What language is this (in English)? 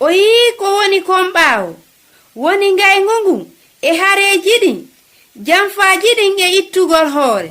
Fula